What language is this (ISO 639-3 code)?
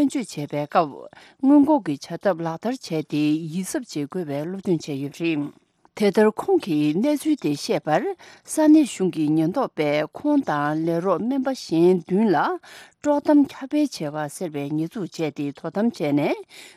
bod